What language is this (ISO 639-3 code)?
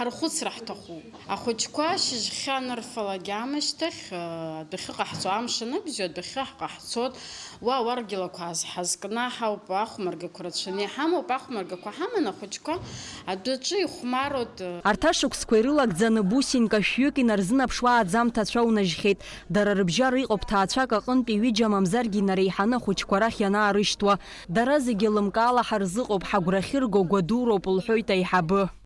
abk